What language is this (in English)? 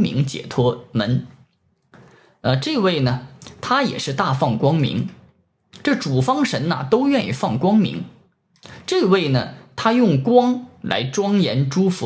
Chinese